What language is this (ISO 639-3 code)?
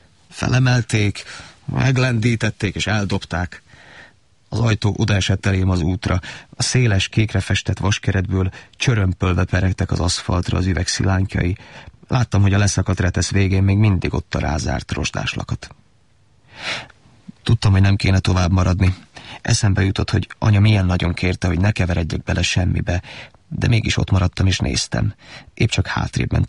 hun